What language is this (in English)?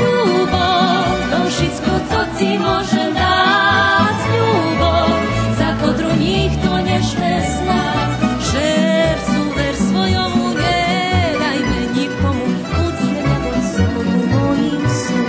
Rusyn